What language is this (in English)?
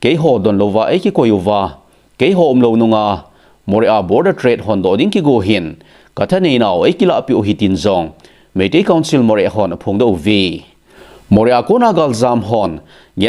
Thado Chin